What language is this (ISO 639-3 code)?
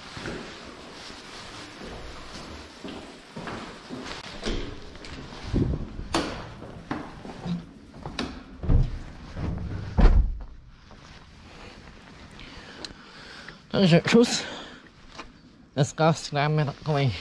ces